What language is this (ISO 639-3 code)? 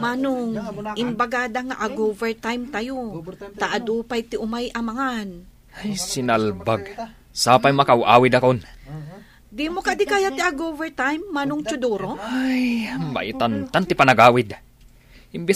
ilo